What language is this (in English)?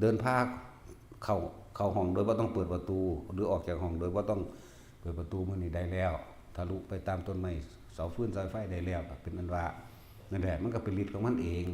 Northeastern Thai